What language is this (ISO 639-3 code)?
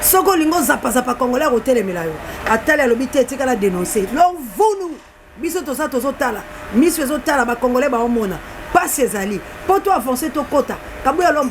lin